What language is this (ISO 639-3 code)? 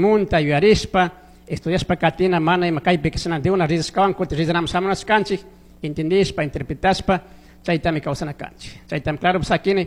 qug